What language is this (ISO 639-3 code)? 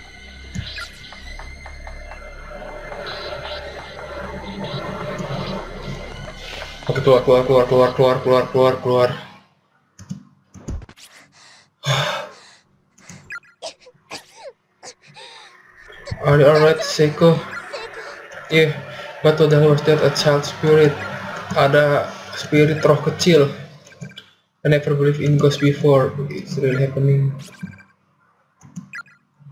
ind